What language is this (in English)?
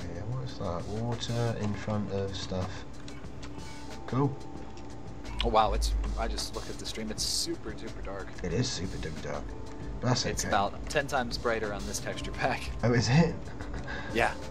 English